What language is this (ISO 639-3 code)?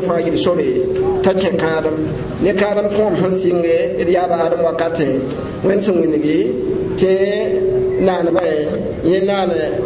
mos